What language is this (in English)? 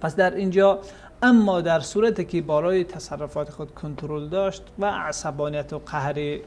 Persian